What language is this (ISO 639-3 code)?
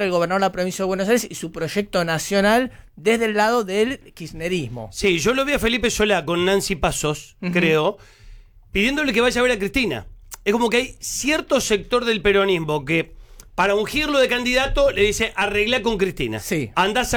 spa